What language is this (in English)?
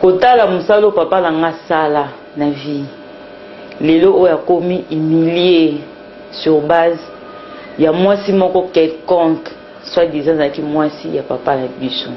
Lingala